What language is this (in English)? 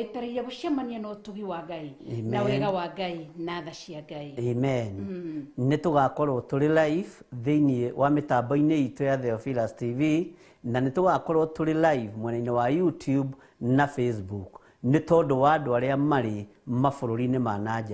Kikuyu